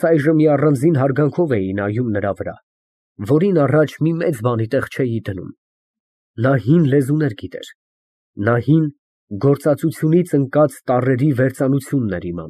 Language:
Armenian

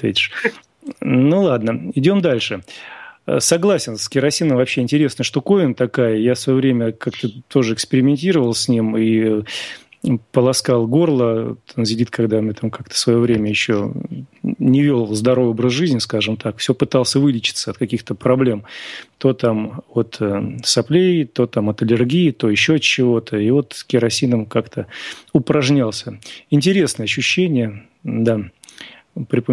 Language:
Russian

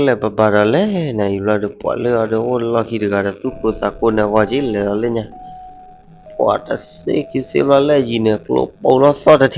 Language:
S'gaw Karen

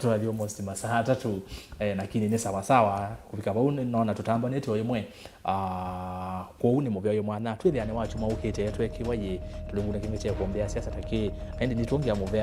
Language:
Kamba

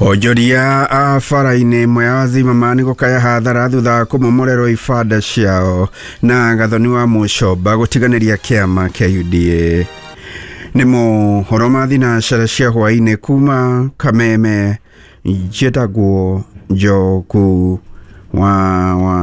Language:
Kikuyu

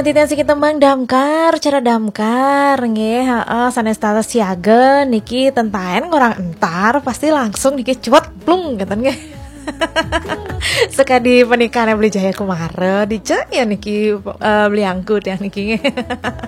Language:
Balinese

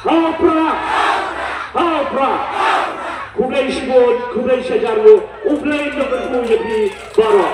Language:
Khasi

